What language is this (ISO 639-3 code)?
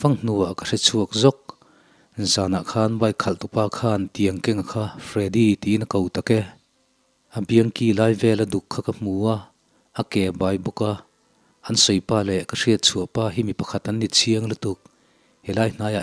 lus